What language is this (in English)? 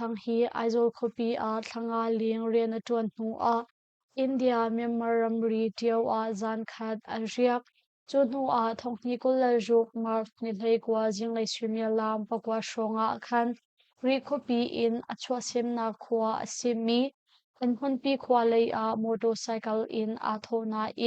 Hakha Chin